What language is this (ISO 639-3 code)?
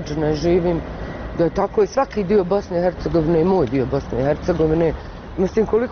bos